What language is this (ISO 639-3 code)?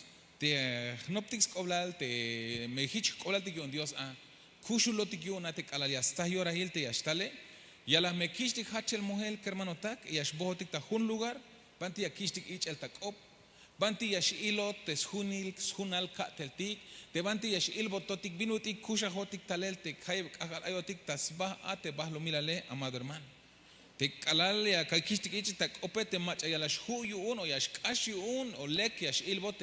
tzh